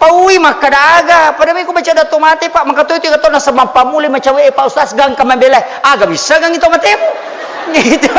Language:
Buginese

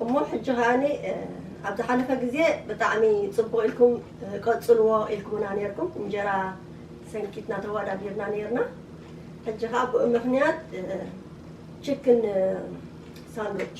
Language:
Tigrinya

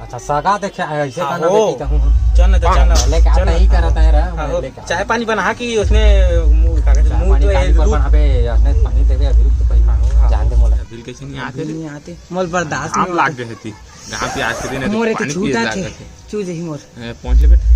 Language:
Chhattisgarhi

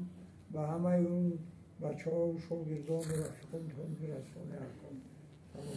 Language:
Tajik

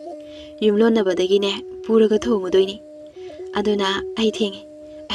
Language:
Manipuri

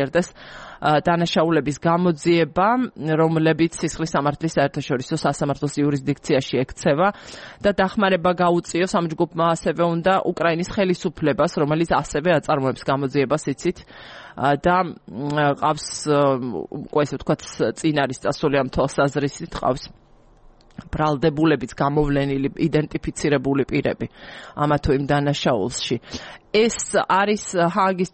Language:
Georgian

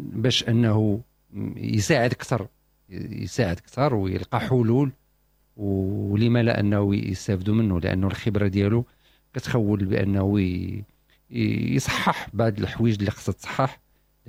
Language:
Moroccan Arabic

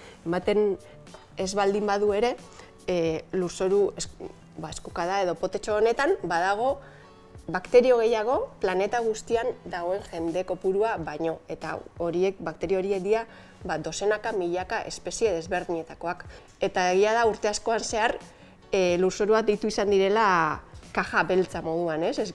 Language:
Basque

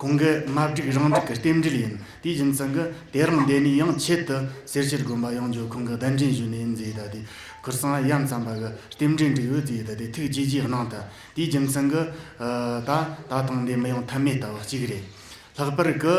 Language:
Tibetan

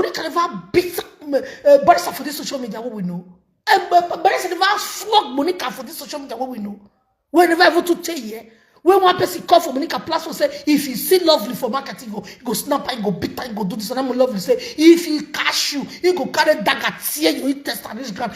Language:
Nigerian Pidgin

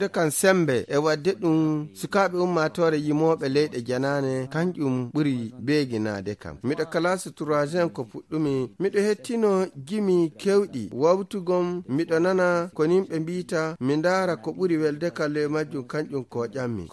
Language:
Fula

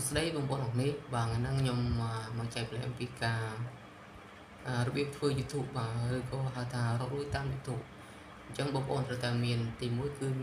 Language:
Khmer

